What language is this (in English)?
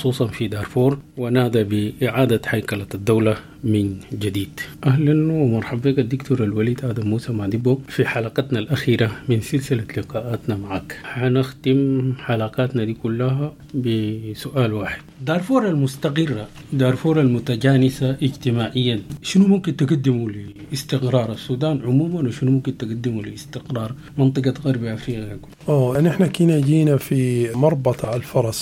Sudanese Arabic